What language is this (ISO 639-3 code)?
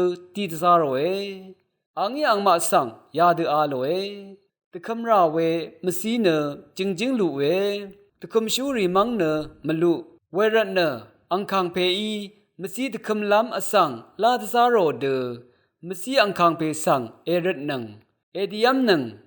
raw